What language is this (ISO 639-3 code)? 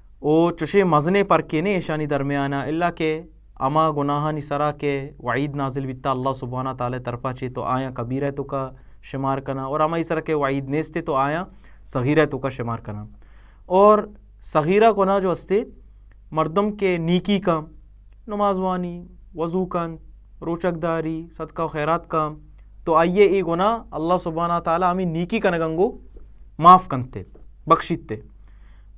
bal